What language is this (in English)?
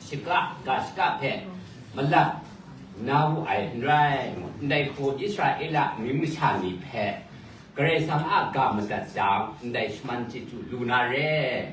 Kachin